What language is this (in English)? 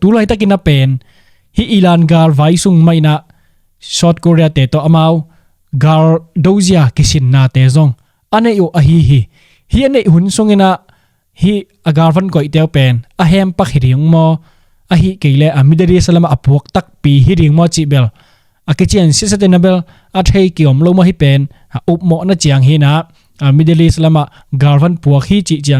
Tedim Chin